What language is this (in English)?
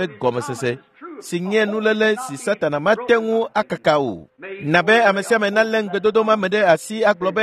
Ewe